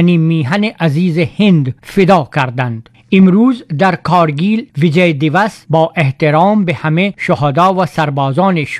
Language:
Persian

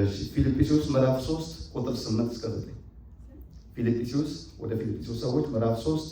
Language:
Amharic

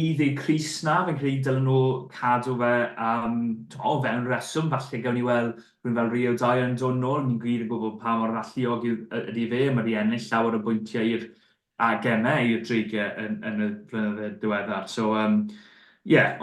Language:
Welsh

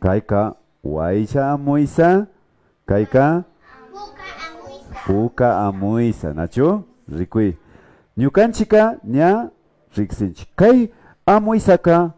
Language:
Imbabura Highland Quichua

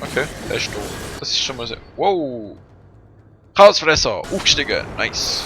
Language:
Swiss German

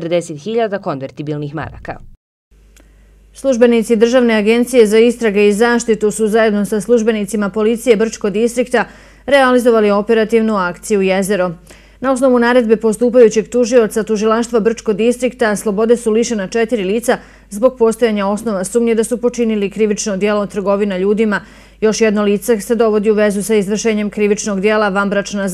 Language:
Bosnian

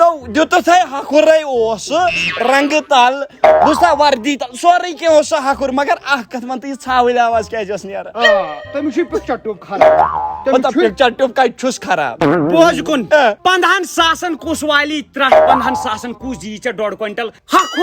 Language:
Kashmiri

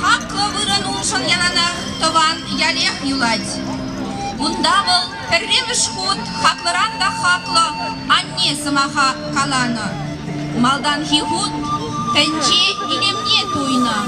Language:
Chuvash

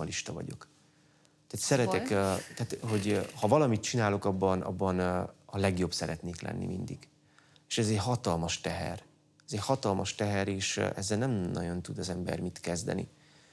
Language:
Hungarian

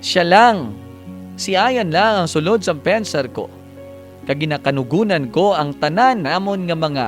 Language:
Hiligaynon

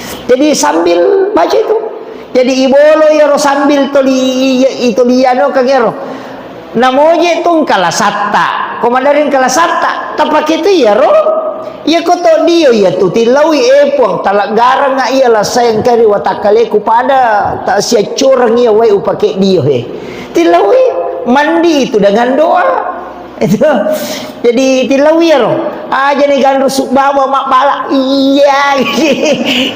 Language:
Buginese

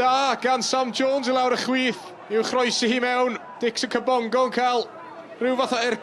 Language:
Welsh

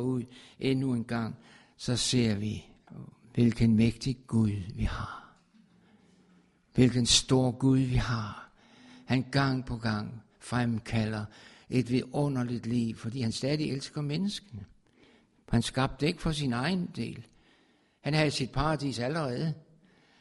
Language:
Danish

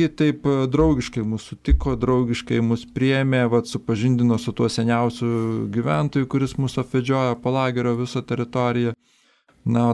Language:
Lithuanian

